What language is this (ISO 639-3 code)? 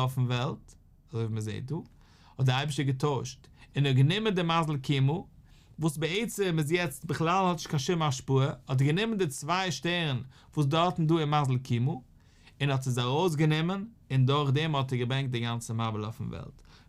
yid